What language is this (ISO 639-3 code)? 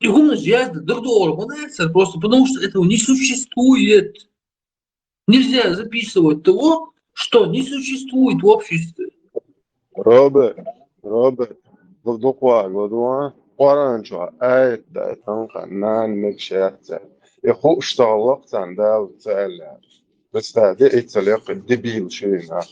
che